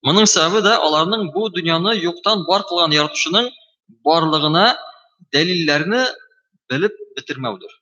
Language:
Tatar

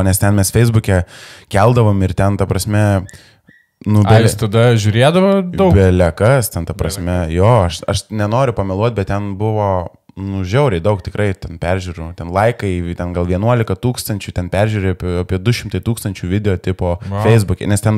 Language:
Lithuanian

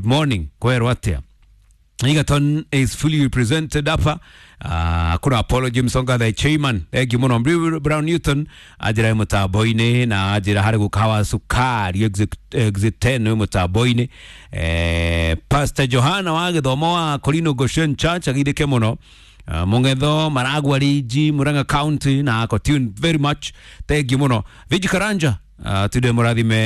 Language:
Kikuyu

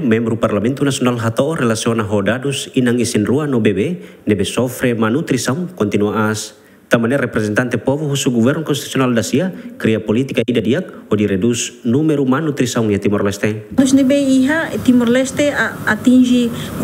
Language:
Tetum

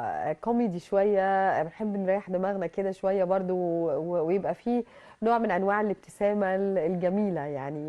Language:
Egyptian Arabic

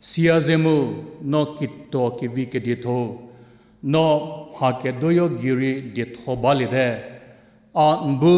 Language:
Angami Naga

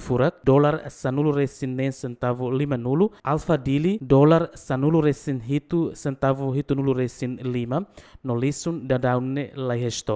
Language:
Tetum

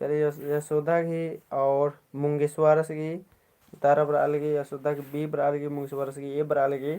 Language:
Kurukh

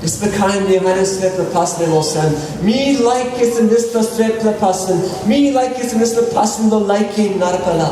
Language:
Tok Pisin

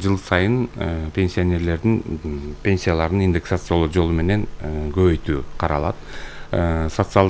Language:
Kyrgyz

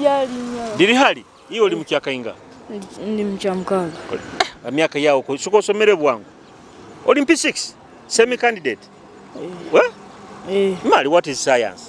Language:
Nyoro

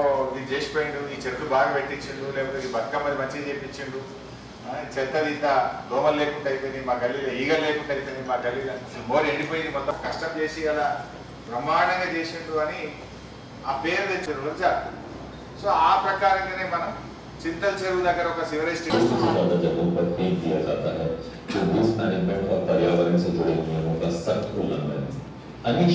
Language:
Telugu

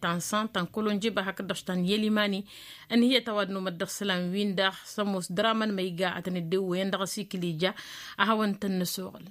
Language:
Tamasheq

